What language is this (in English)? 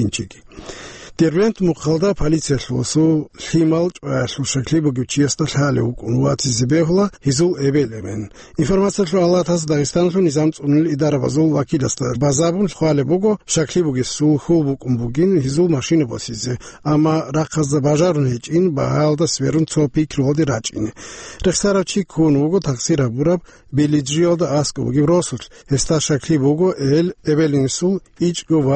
Avaric